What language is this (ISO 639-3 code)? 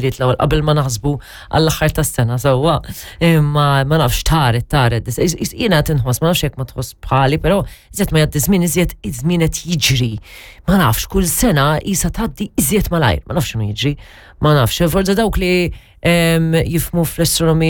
mlt